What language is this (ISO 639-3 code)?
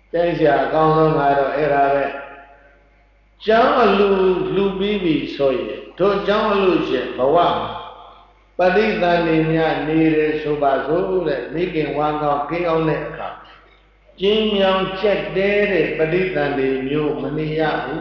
mya